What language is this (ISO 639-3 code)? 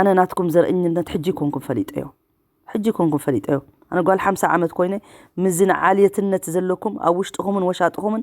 tir